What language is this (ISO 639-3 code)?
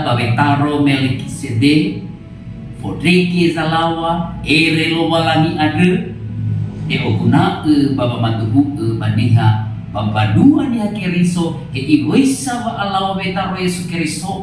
nia